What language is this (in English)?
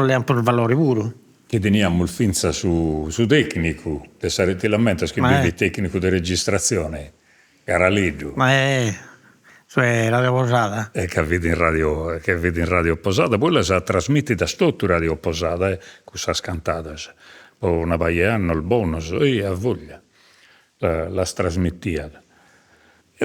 Sardinian